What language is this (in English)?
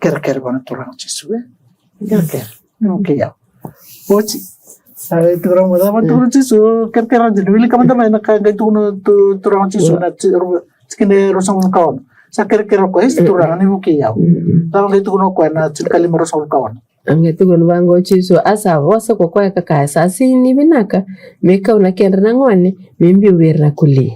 Fijian